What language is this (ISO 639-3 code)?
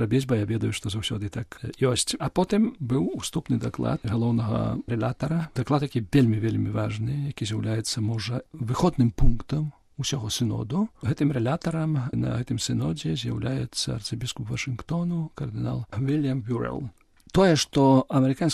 bel